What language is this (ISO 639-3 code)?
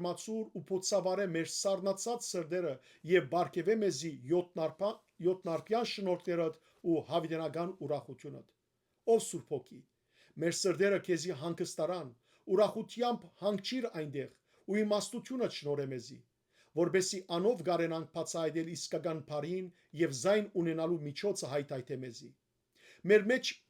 hyw